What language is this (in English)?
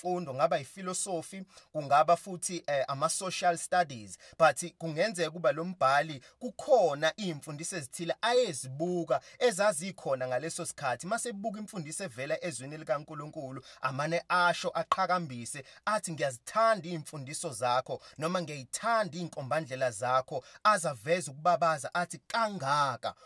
Zulu